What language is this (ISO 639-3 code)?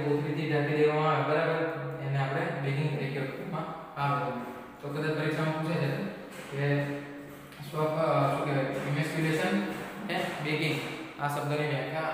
guj